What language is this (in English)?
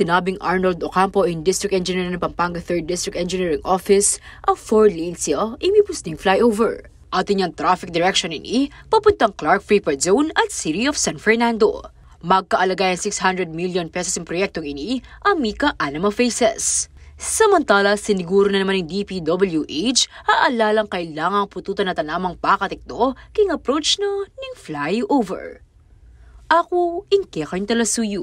Pampanga